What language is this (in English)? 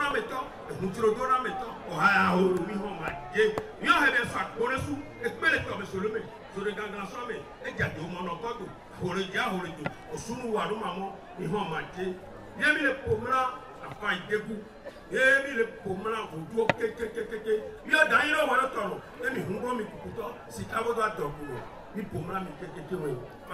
Ewe